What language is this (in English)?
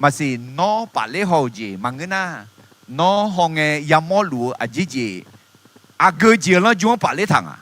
Akha